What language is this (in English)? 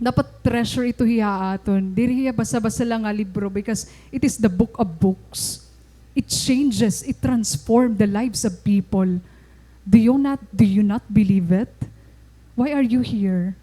Waray